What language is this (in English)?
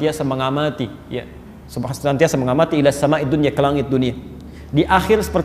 Indonesian